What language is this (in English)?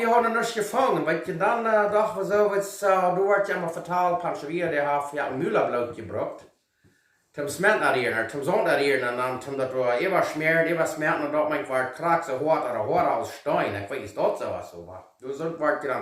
Plautdietsch